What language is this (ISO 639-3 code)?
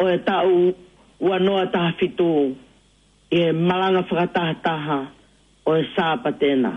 ton